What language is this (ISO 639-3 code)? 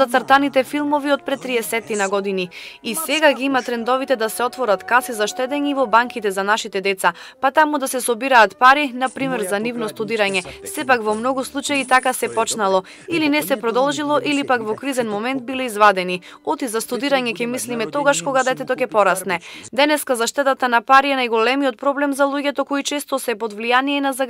mkd